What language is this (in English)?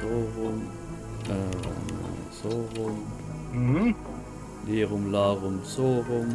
Swiss German